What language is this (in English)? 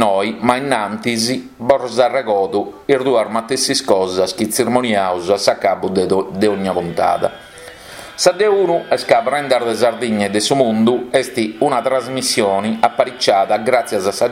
Sardinian